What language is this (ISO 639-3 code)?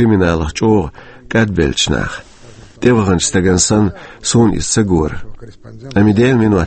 che